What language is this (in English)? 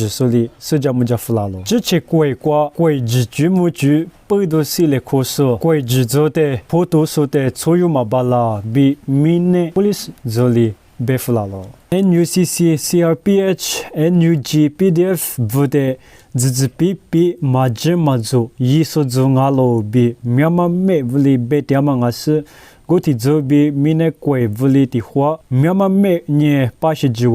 Lisu